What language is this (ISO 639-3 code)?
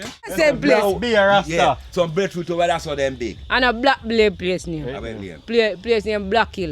jam